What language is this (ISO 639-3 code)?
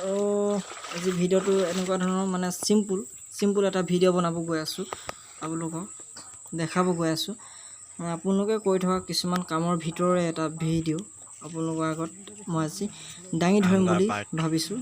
asm